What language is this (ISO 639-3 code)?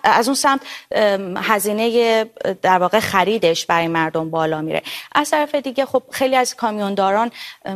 fas